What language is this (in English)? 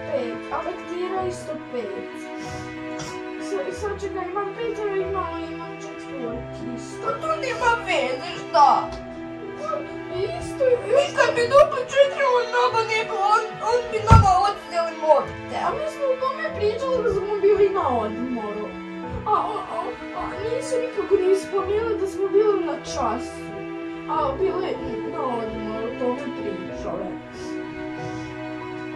Croatian